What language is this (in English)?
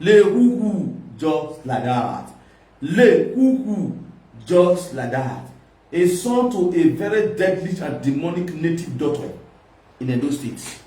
Nigerian Pidgin